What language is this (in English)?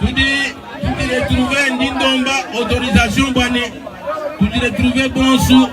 Luba-Lulua